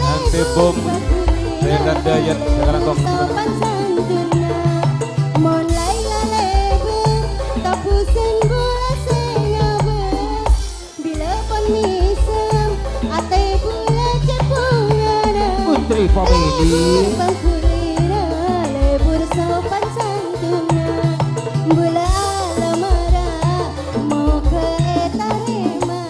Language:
Madurese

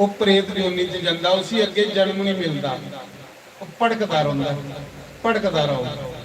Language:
Dogri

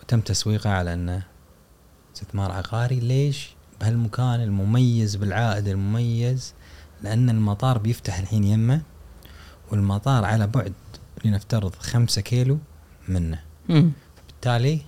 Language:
Gulf Arabic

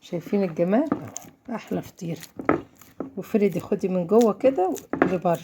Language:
Egyptian Arabic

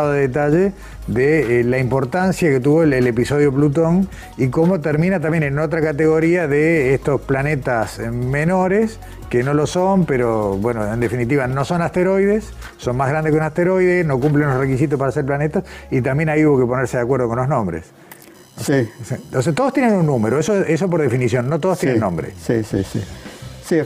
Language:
Spanish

